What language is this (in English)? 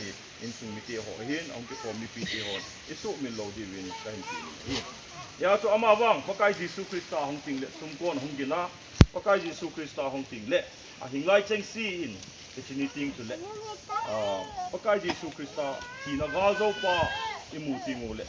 Thado Chin